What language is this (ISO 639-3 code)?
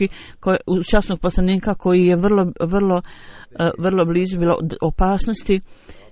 bos